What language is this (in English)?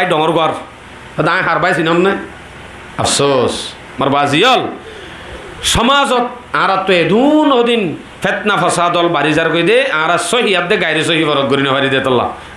Rohingya